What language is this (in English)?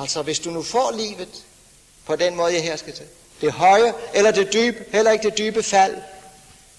Danish